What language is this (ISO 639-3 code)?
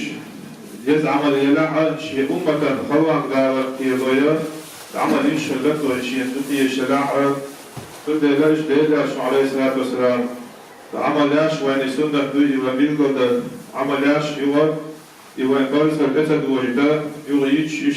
che